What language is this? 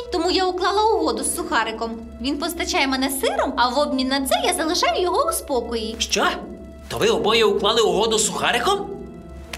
Ukrainian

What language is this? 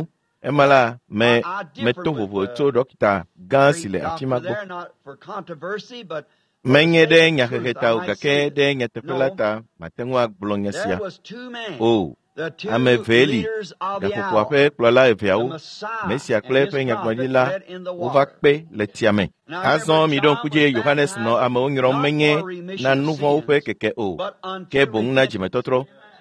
Ewe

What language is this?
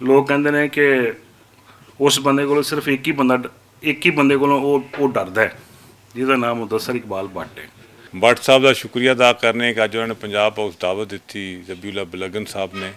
Western Panjabi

